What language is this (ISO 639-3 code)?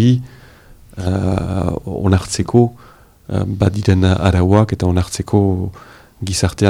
eus